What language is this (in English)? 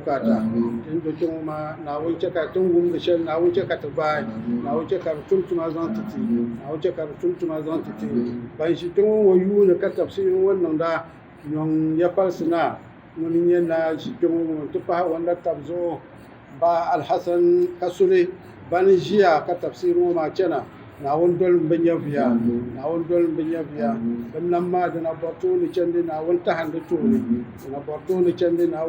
Dagbani